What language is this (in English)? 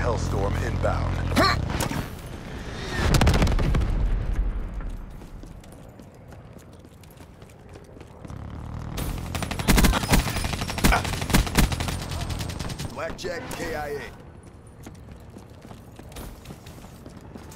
English